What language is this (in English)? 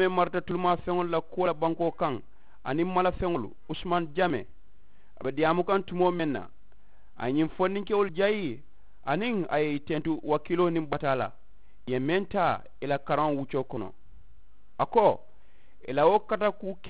Mandingo